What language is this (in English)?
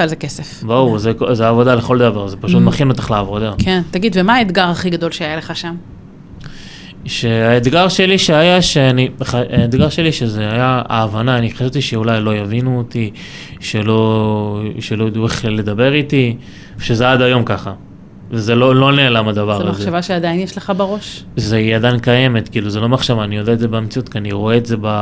Hebrew